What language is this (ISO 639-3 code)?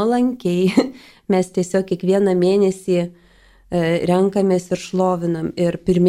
lit